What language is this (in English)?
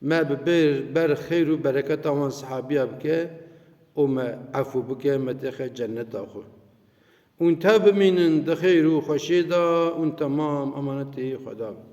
Kurdish